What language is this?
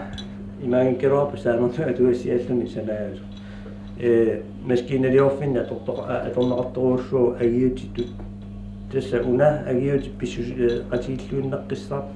Kalaallisut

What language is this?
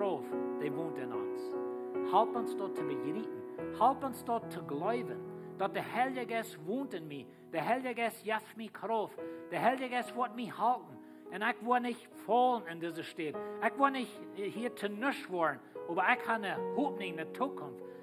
Plautdietsch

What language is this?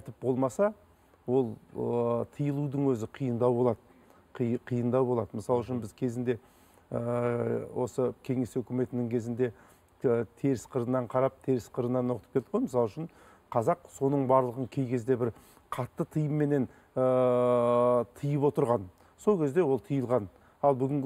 Kazakh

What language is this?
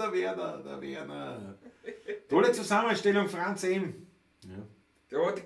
Bavarian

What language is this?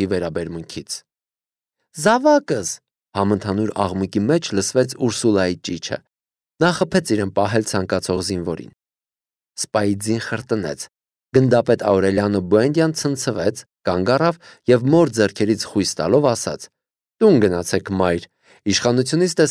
Armenian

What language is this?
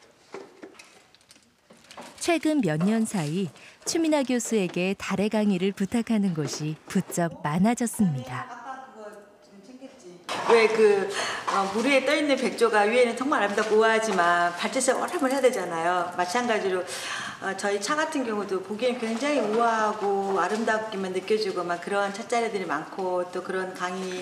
Korean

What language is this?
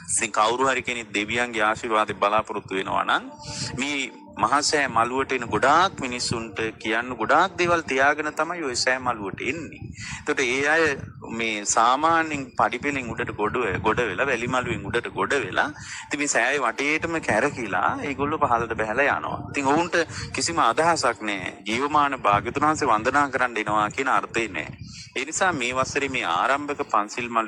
Sinhala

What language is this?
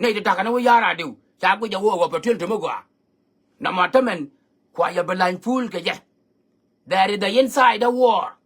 Nuer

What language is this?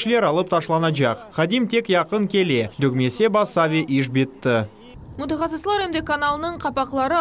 Crimean Tatar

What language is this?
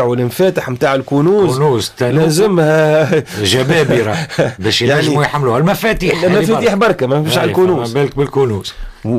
Tunisian Arabic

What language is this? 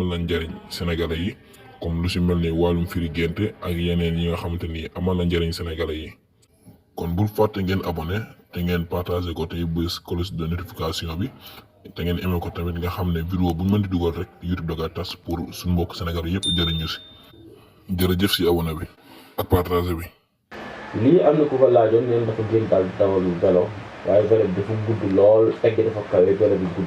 Wolof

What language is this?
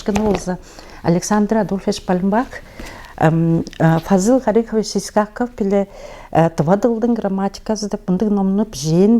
Tuvinian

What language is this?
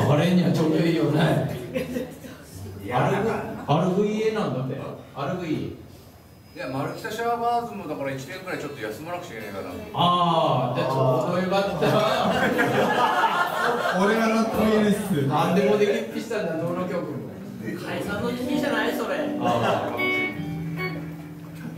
Japanese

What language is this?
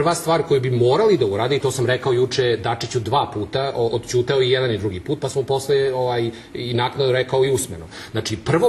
Serbian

